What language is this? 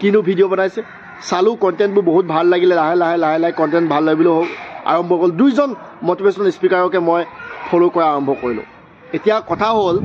Assamese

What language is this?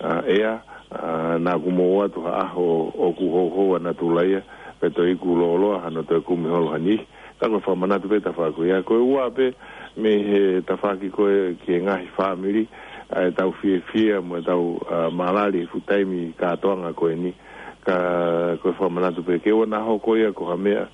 Tongan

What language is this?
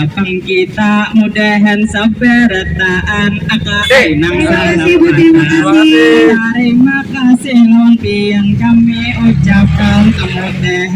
Banjar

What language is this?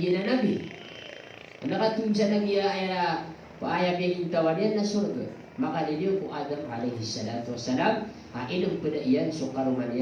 Maranao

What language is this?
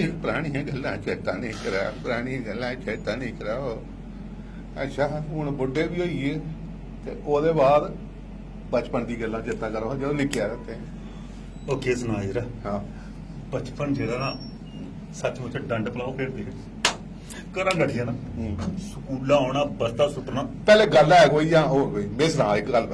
Dogri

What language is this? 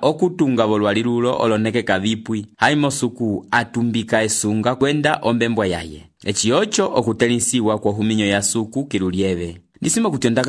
Umbundu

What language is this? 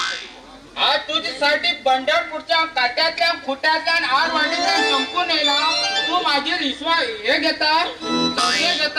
Konkani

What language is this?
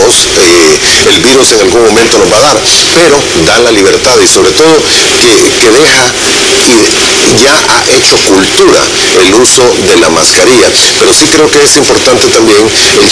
Spanish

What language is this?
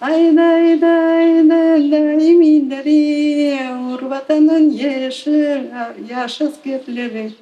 Crimean Tatar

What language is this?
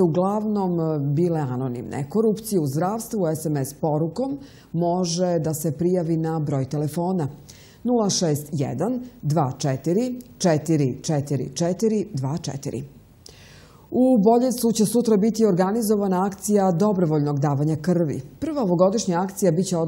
Serbian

